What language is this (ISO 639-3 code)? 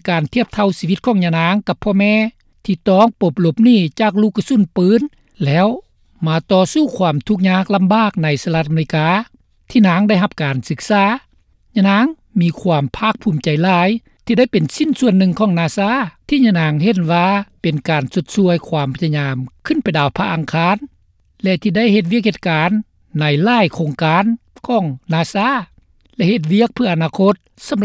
lao